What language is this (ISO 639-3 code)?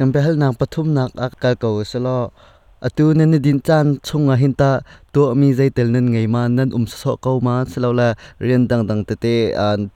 cnh